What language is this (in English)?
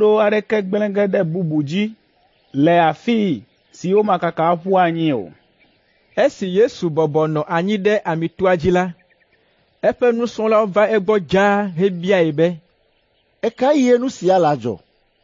Ewe